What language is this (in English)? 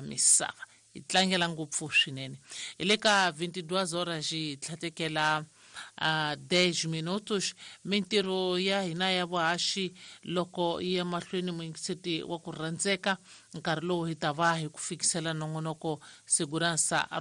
Tsonga